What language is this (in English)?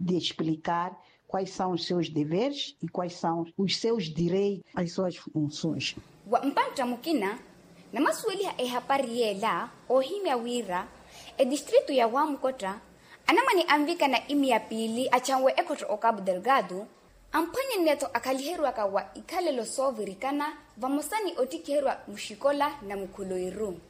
Makhuwa